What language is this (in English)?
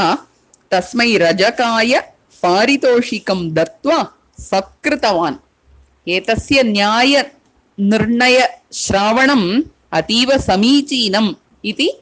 Sanskrit